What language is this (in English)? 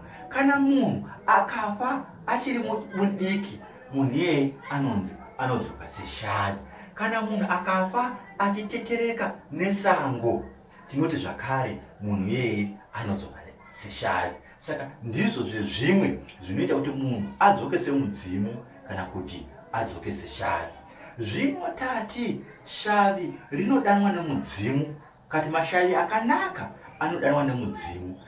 Shona